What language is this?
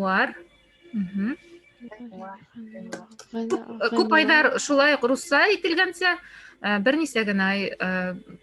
Bashkir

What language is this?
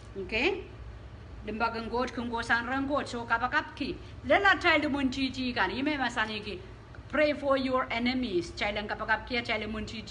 Pohnpeian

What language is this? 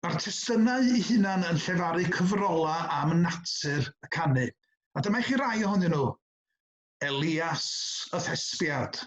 Welsh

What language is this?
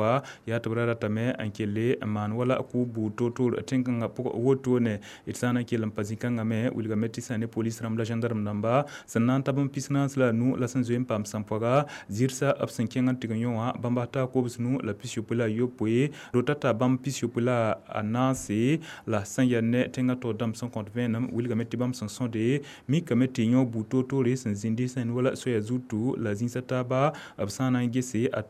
Mossi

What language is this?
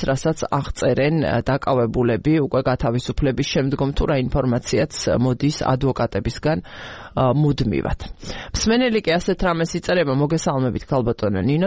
Georgian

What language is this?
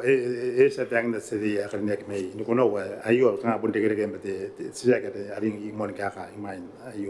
Gilbertese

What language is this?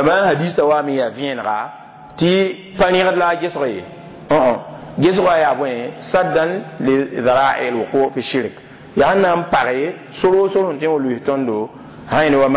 Mossi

